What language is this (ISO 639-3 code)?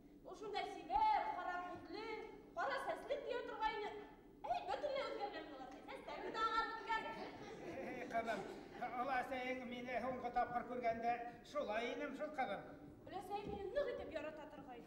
bak